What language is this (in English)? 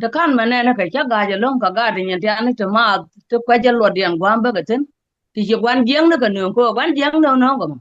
Nuer